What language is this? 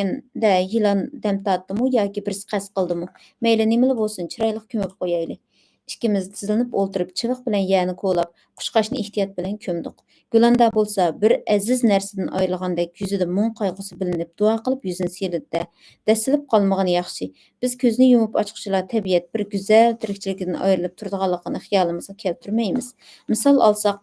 Uyghur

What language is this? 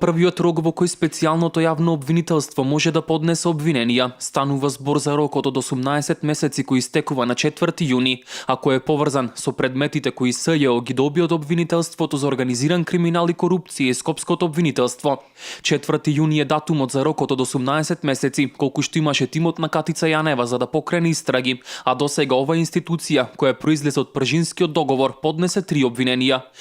Macedonian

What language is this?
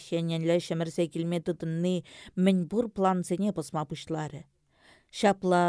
Chuvash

